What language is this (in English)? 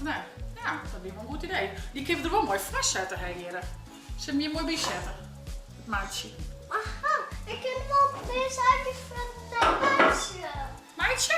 Western Frisian